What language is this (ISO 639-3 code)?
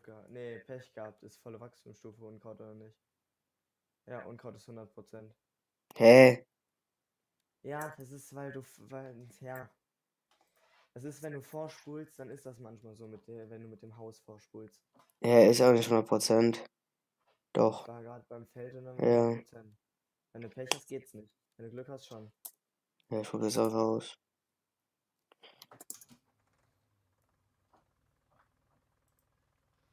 deu